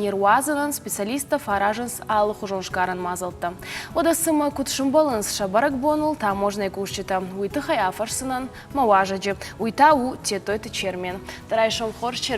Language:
Ossetic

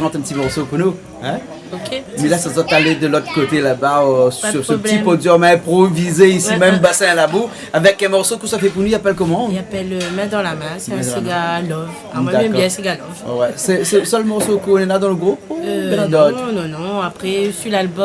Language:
Réunion Creole French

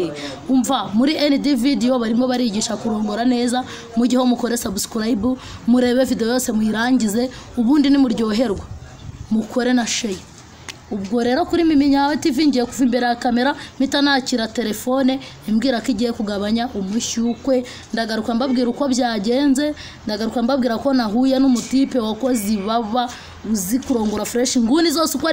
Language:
Kinyarwanda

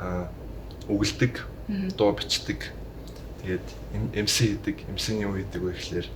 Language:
Mongolian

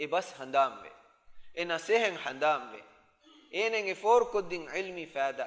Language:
Divehi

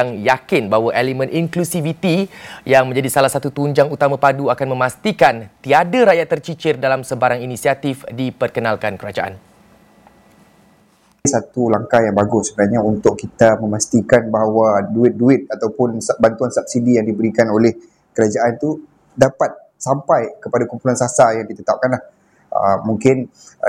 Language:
Malay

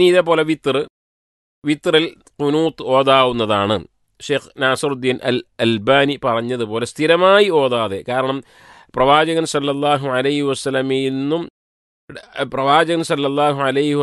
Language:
Malayalam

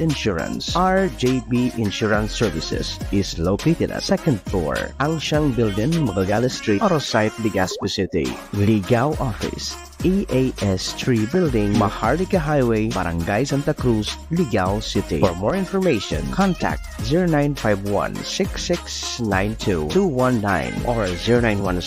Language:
Bikol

